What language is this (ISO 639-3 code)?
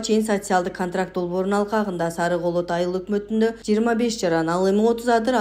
kir